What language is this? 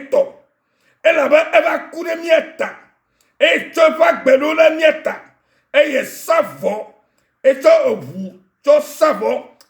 Ewe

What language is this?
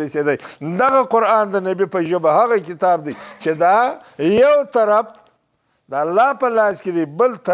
Pashto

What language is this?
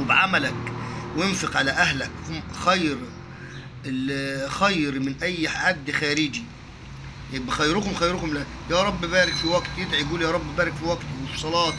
Egyptian Arabic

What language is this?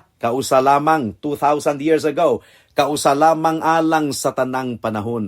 Cebuano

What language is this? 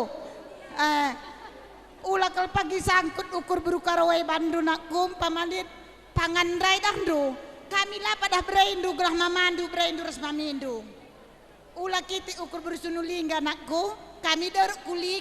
Batak Karo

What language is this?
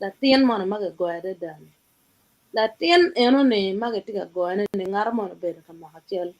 Acoli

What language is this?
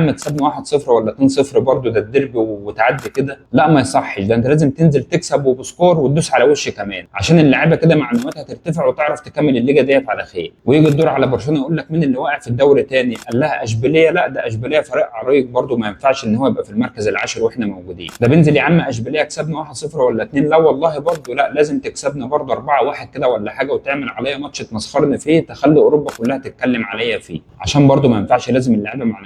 Egyptian Arabic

